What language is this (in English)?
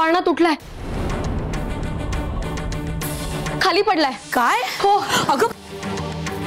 Marathi